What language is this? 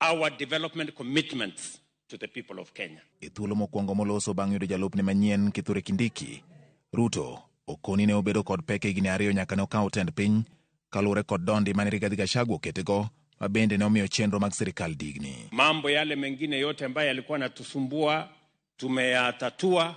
Luo (Kenya and Tanzania)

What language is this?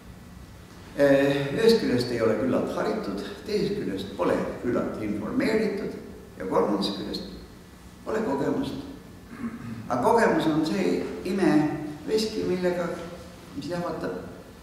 Estonian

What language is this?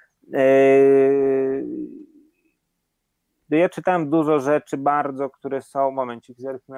Polish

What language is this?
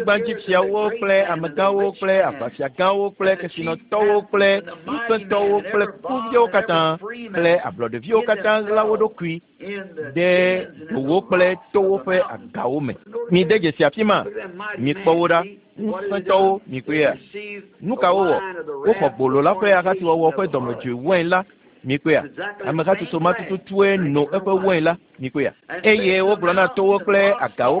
Ewe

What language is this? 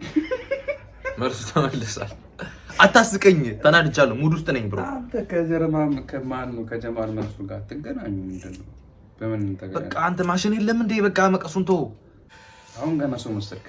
Amharic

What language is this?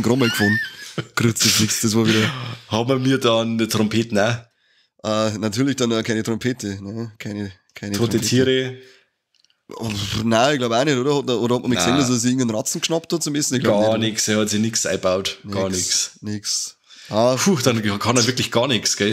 Bavarian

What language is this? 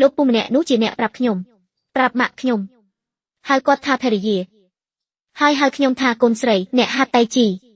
Khmer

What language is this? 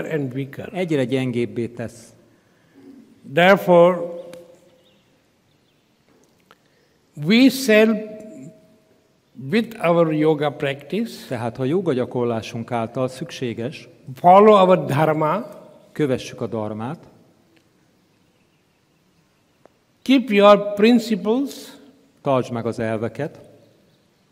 Hungarian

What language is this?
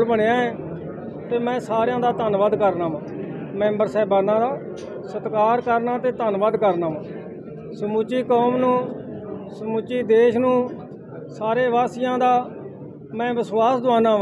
Punjabi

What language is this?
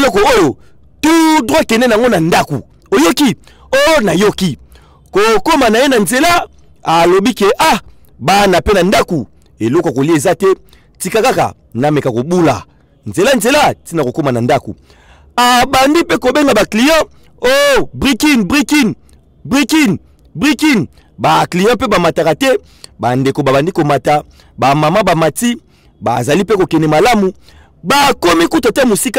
Lingala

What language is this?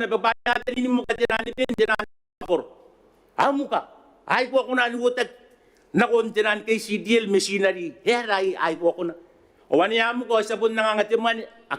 Gilbertese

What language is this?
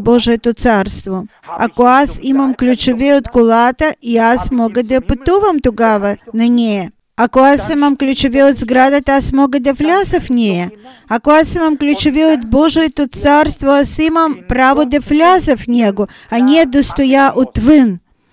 Bulgarian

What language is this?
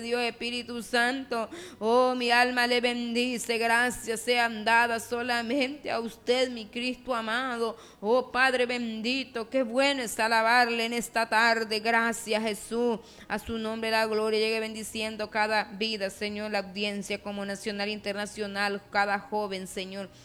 Spanish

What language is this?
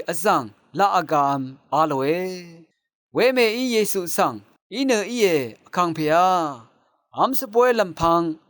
Rawang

